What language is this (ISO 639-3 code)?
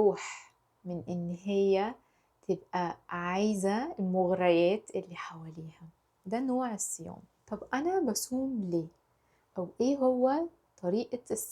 arz